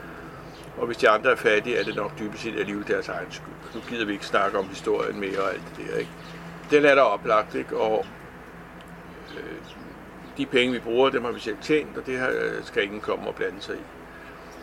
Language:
Danish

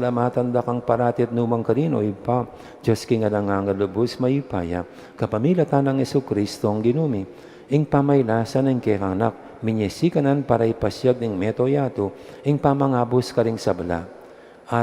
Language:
Pampanga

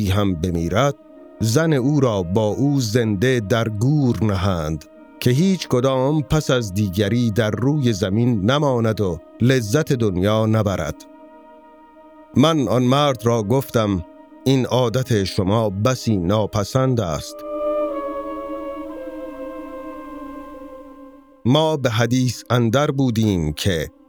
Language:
Persian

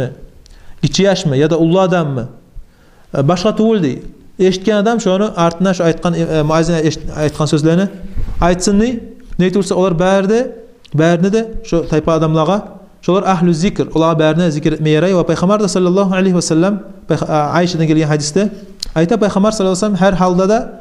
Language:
Kumyk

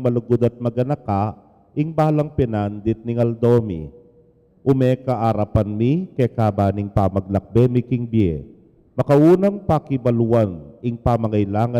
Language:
Pampanga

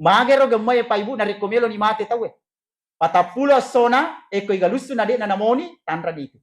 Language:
Buginese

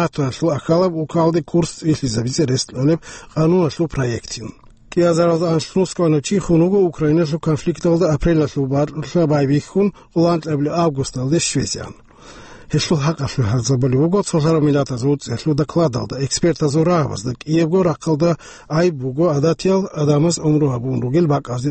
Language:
Avaric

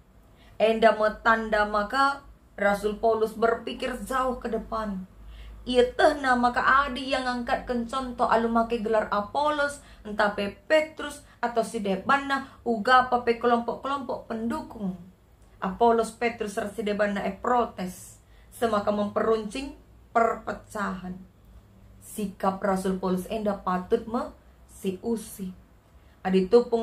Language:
Batak Karo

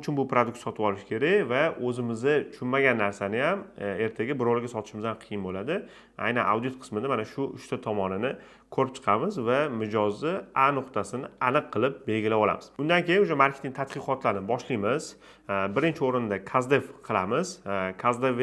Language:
Uzbek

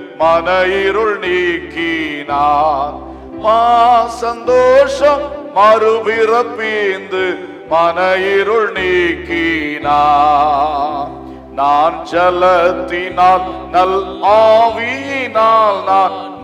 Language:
Tamil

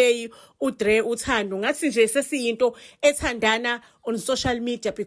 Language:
Zulu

